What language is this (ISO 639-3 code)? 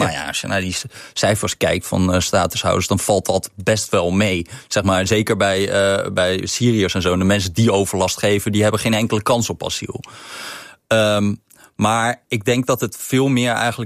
nld